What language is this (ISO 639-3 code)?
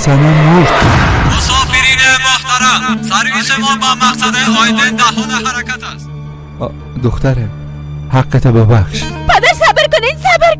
fas